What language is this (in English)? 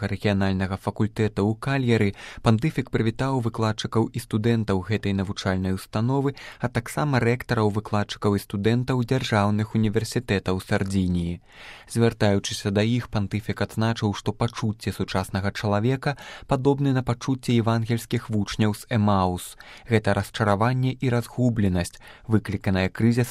Belarusian